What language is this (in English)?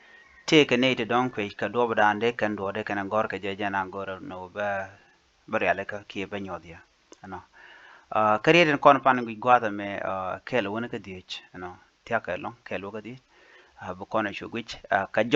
Nuer